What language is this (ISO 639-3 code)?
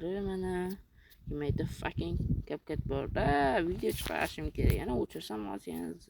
uzb